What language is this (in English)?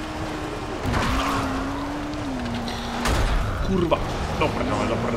Czech